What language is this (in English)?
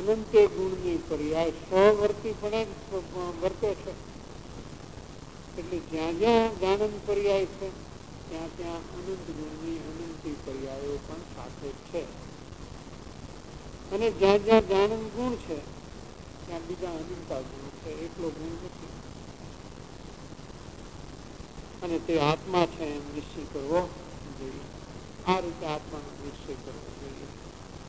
Gujarati